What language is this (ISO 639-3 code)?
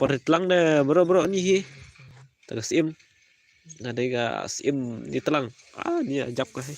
kha